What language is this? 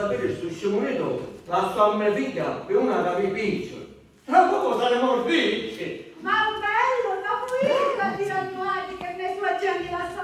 Sicilian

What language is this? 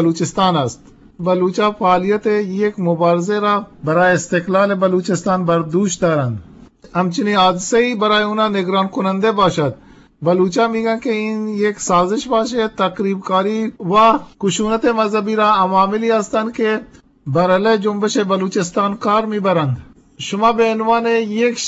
Eastern Balochi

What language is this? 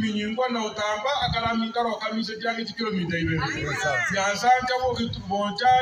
Gusii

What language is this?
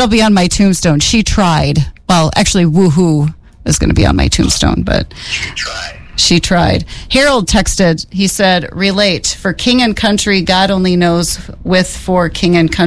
English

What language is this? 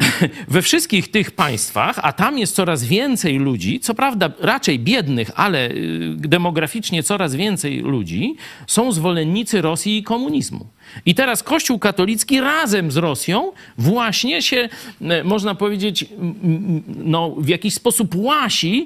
Polish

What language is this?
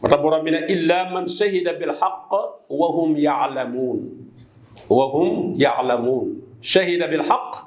Wolof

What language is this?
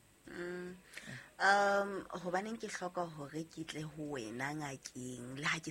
Southern Sotho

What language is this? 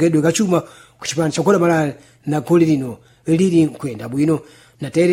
Sena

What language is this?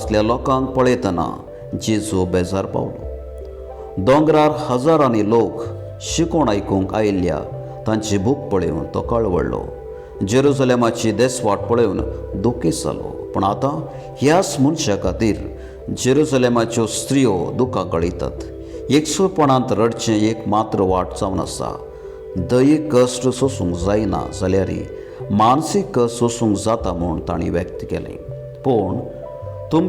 Konkani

